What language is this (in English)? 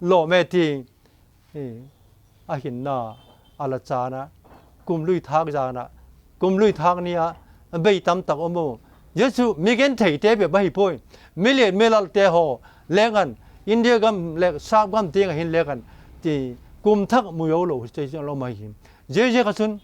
Vaiphei